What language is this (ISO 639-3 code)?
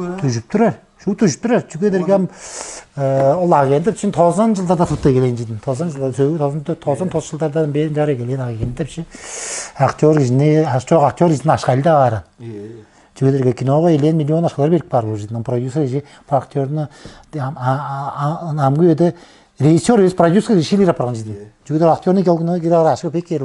tyv